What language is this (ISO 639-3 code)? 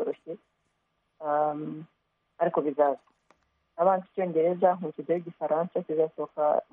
kin